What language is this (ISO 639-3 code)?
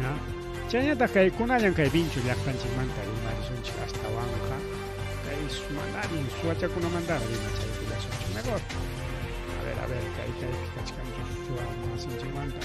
quy